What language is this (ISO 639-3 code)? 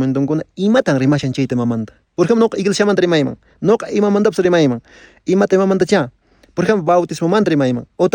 que